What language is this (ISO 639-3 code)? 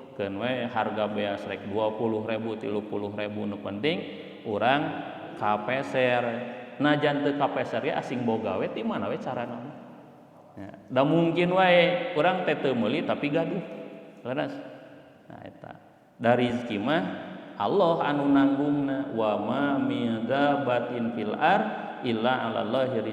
sun